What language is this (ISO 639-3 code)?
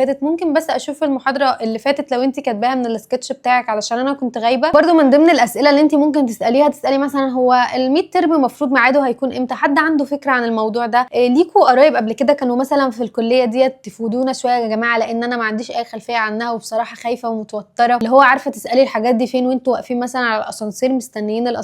arz